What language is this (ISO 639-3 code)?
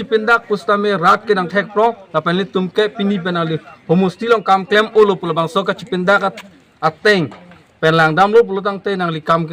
mjw